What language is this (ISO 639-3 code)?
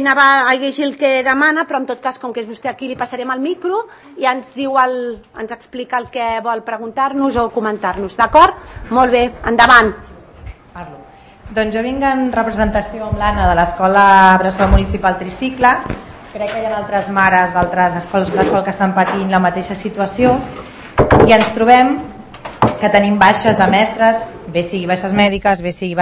cat